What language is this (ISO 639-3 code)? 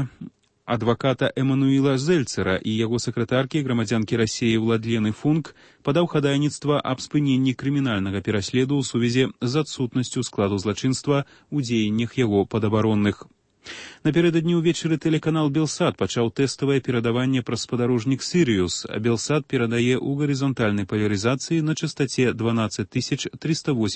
bel